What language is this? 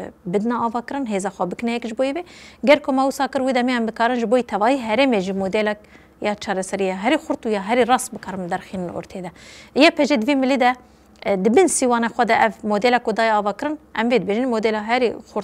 Kurdish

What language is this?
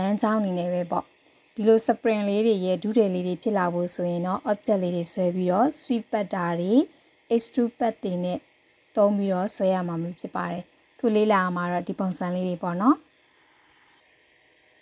Burmese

